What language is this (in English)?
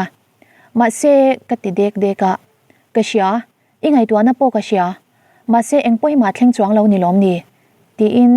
Mizo